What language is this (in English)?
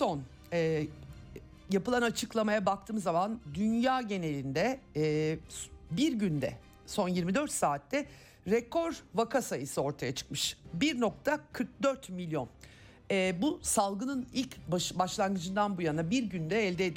Turkish